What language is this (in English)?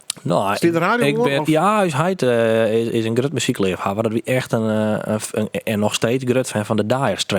Western Frisian